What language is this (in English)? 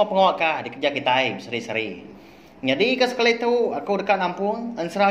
Iban